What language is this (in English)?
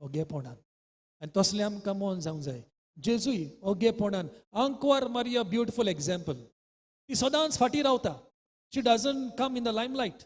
Konkani